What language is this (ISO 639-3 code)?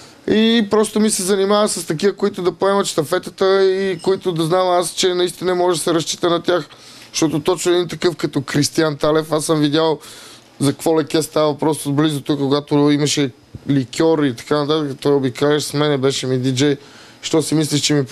bul